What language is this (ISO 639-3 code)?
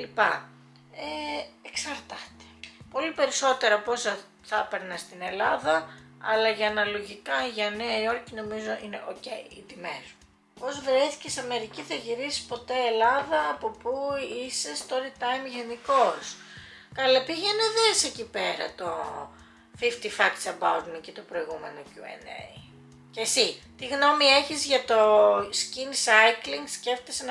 ell